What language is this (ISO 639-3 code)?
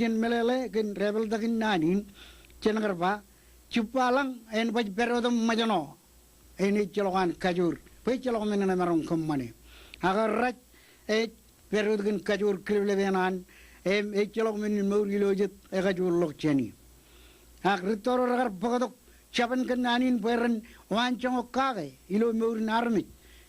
mah